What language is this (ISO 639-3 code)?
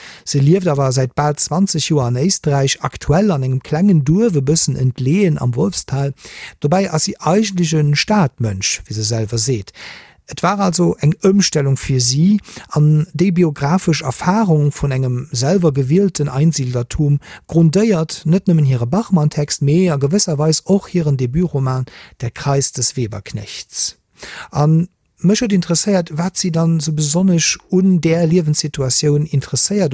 ltz